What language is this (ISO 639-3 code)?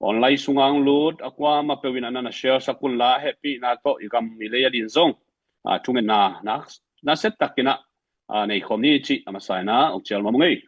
ctd